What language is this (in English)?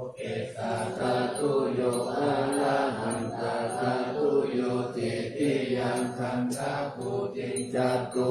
Pali